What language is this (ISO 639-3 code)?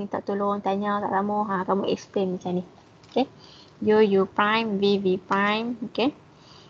msa